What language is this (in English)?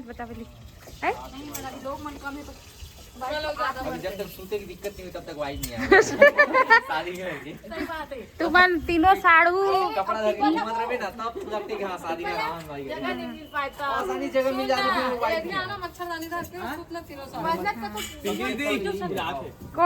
Chhattisgarhi